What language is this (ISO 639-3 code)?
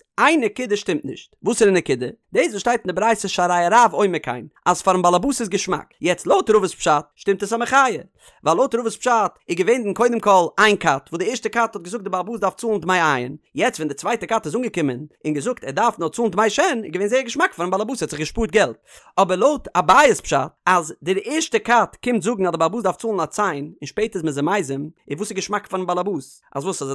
yid